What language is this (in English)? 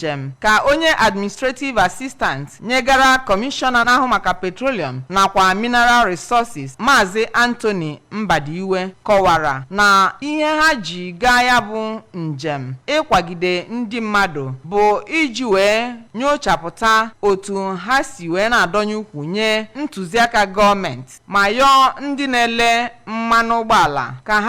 Igbo